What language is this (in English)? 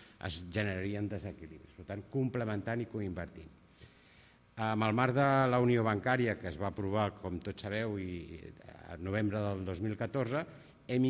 Catalan